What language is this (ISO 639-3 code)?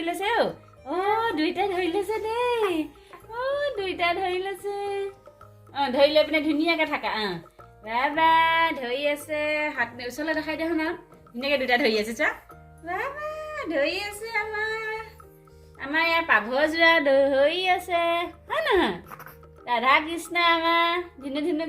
asm